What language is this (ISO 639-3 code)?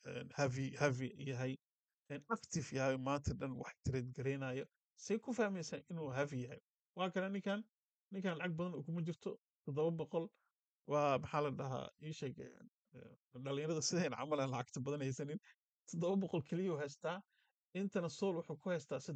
som